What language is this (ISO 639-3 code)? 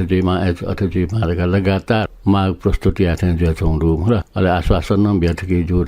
new